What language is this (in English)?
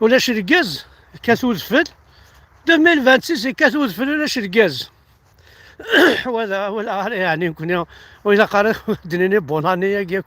Kabyle